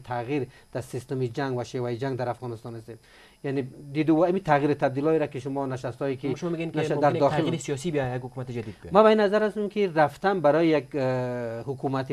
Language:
Persian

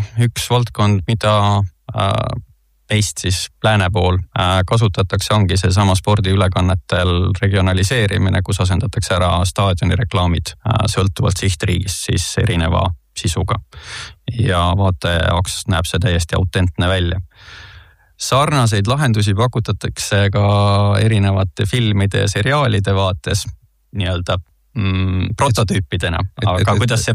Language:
Estonian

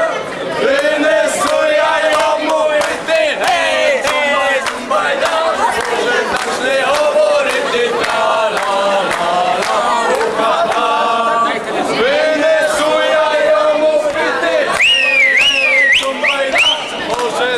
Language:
Rusyn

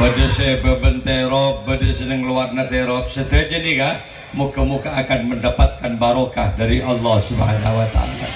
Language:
Madurese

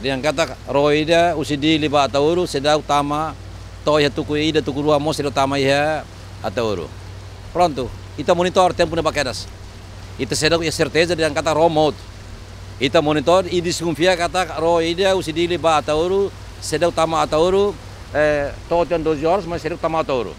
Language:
Tetum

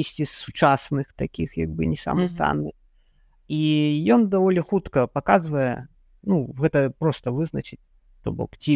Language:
Belarusian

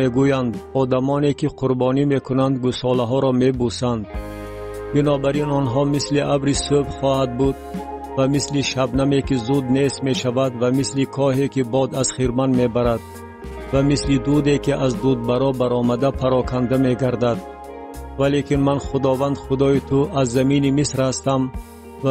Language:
Tajik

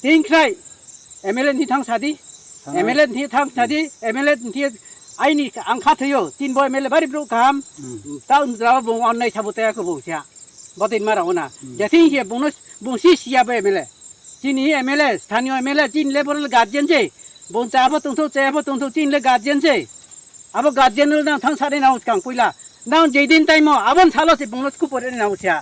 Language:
Riang (India)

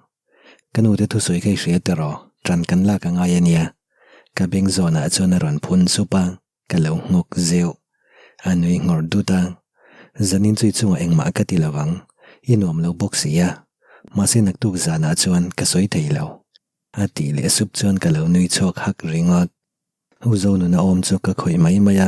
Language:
Mizo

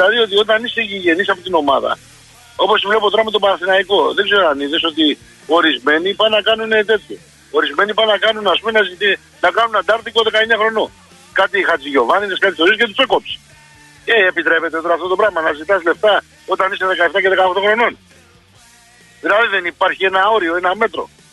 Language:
Greek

